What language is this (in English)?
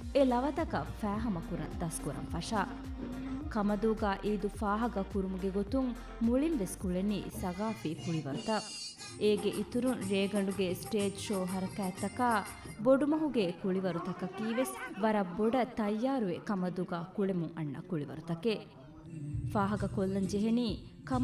Divehi